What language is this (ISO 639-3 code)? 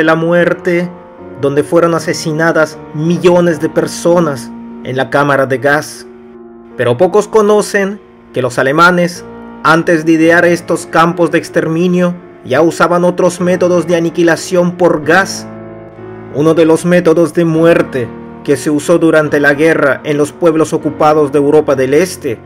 spa